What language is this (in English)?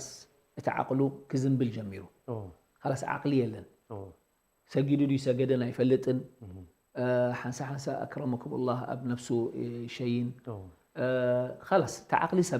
Tigrinya